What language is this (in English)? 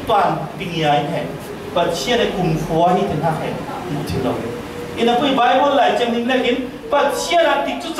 Falam Chin